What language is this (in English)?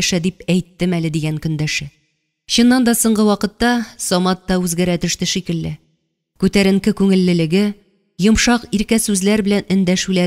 Tatar